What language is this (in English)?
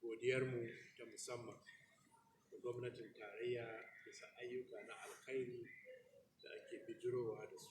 Hausa